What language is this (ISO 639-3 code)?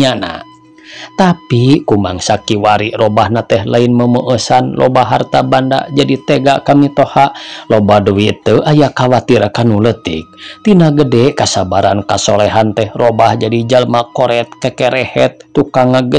sun